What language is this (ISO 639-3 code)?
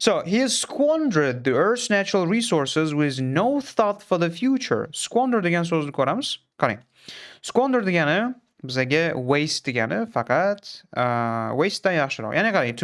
uzb